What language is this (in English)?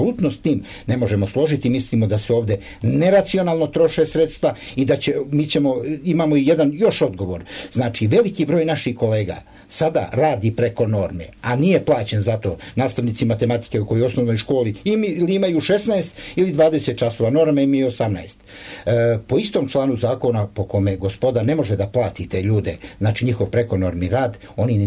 Serbian